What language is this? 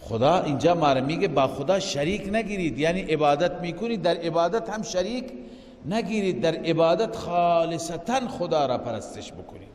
Persian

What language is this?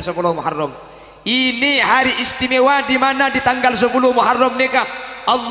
Madurese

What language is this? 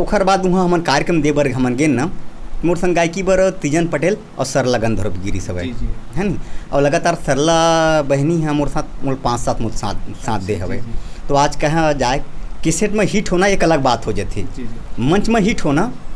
Chhattisgarhi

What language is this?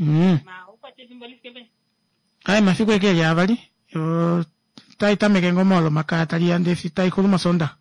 Kuanyama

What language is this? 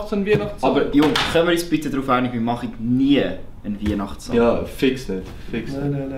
Swiss German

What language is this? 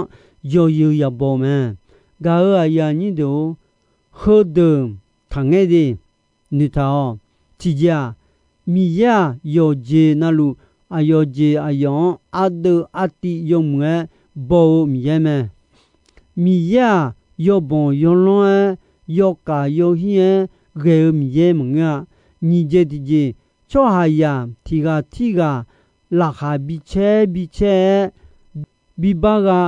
Akha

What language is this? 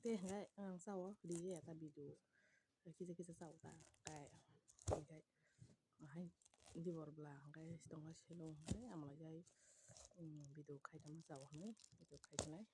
Kok Borok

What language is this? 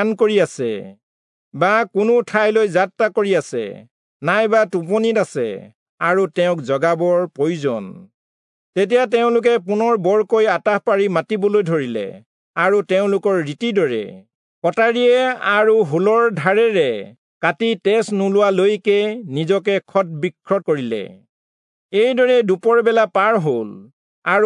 Assamese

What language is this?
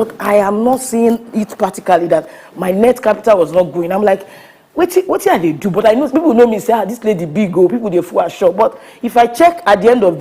Nigerian Pidgin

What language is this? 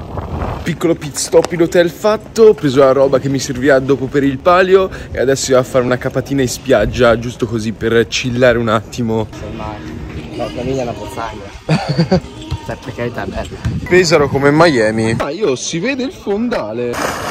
Italian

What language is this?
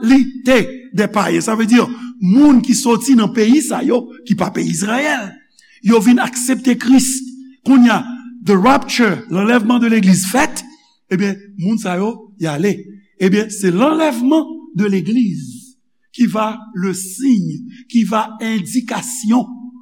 Haitian Creole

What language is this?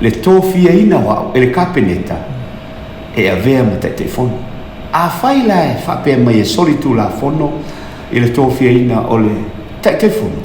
Samoan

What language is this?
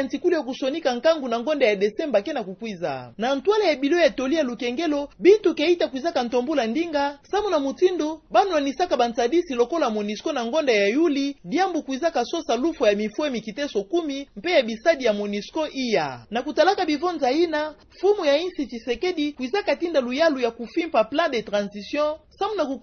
Kituba (Democratic Republic of Congo)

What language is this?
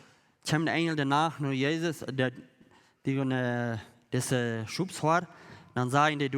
Plautdietsch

